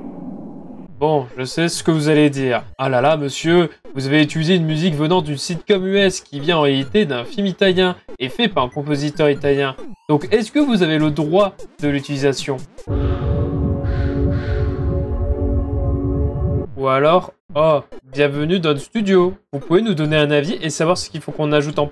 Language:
French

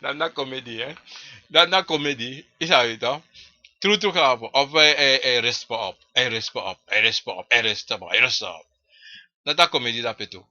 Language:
Sranan Tongo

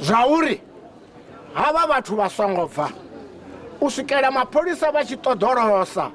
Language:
Venda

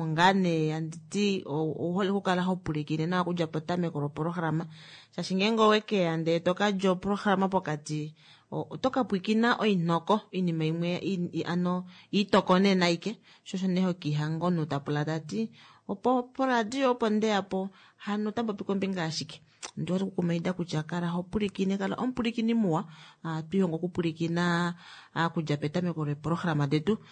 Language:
Kuanyama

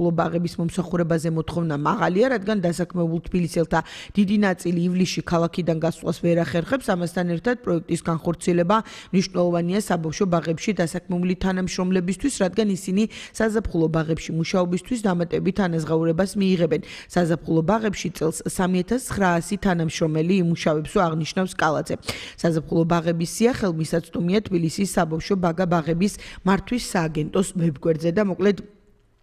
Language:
Georgian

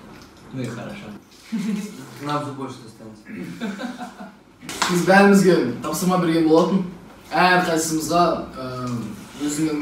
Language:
Kazakh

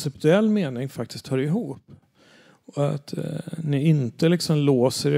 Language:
Swedish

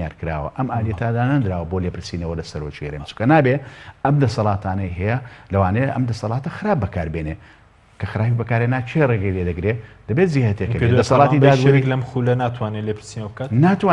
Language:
Central Kurdish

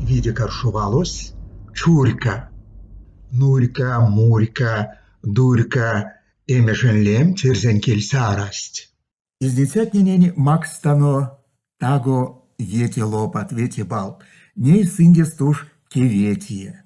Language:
Erzya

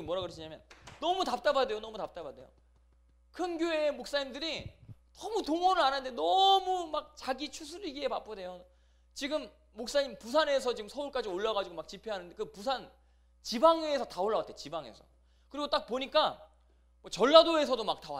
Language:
Korean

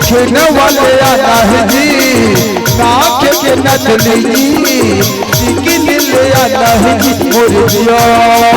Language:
Chhattisgarhi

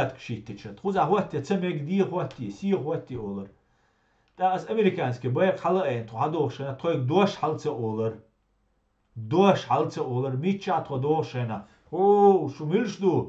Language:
Chechen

